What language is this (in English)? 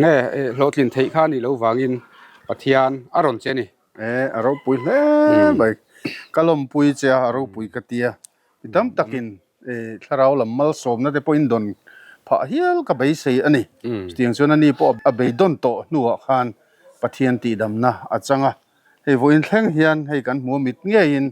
Mizo